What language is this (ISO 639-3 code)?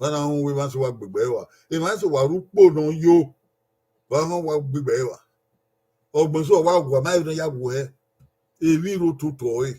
bin